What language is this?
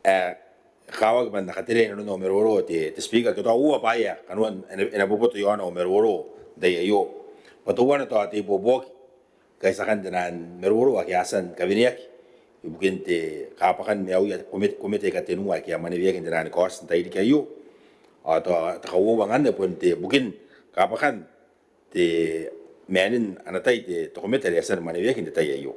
Gilbertese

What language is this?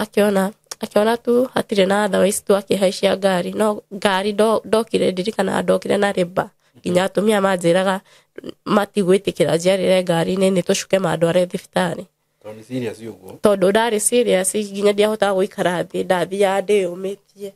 Kikuyu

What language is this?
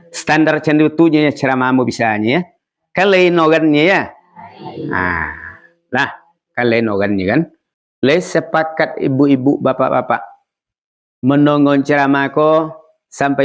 Minangkabau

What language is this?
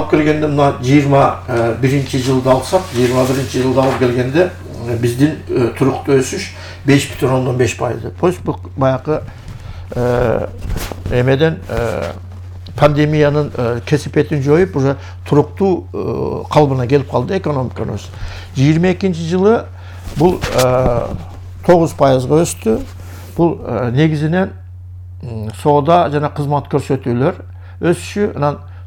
Kyrgyz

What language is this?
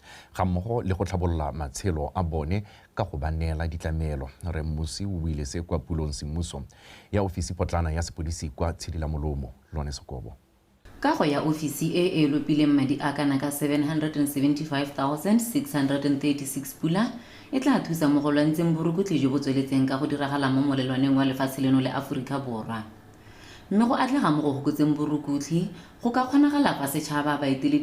Tswana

